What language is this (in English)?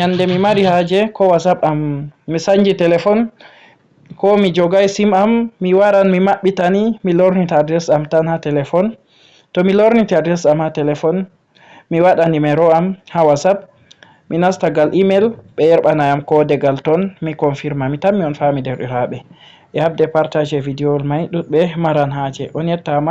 Fula